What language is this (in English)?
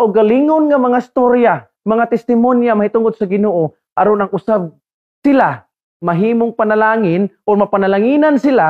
Cebuano